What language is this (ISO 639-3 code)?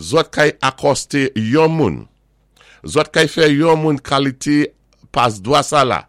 acf